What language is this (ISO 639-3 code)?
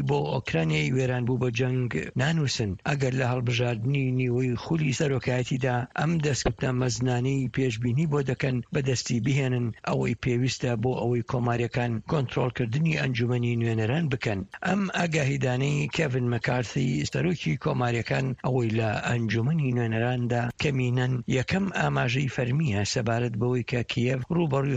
ckb